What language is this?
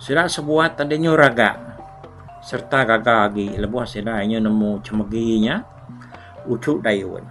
Iban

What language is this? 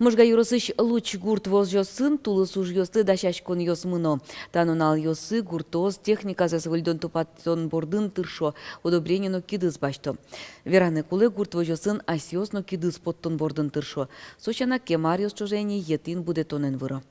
Udmurt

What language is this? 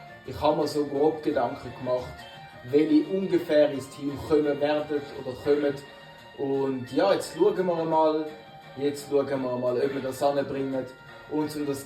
Swiss German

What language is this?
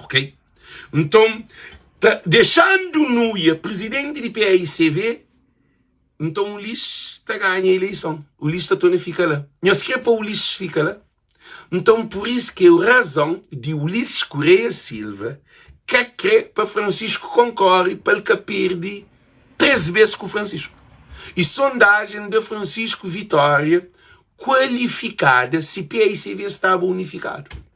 Kabuverdianu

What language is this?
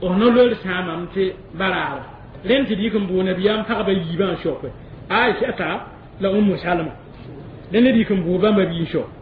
Mossi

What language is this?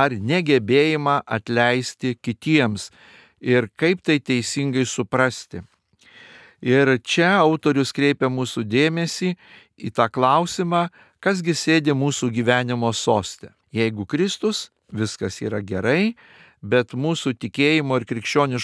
Lithuanian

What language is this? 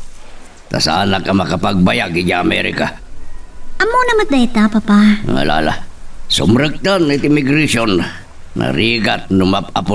Iloko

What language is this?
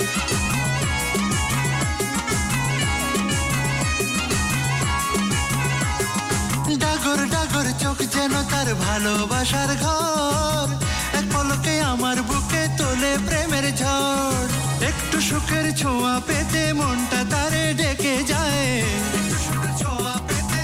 Bangla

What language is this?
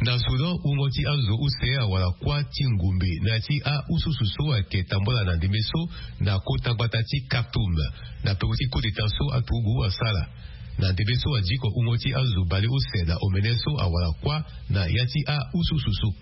Sango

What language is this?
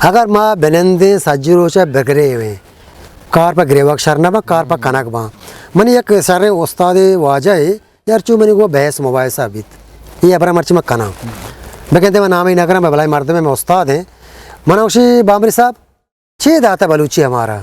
Eastern Balochi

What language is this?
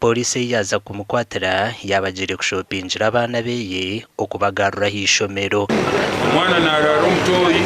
Nyankole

